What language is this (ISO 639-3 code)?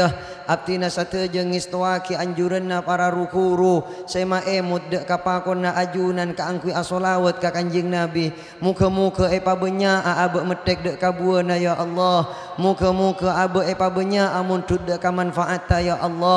mad